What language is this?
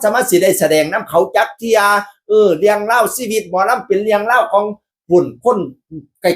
Northeastern Thai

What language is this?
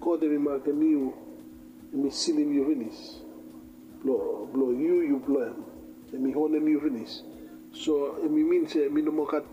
Bislama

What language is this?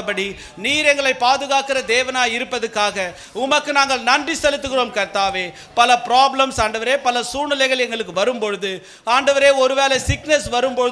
Tamil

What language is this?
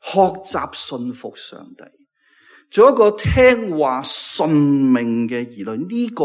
Cantonese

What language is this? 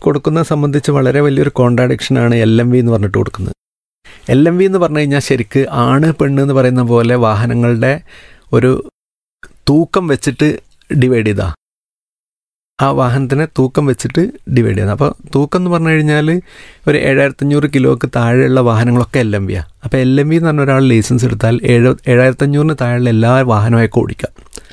Malayalam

